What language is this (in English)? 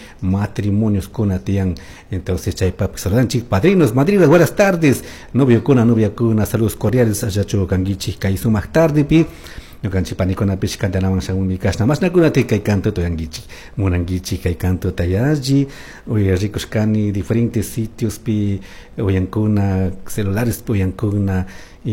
Chimborazo Highland Quichua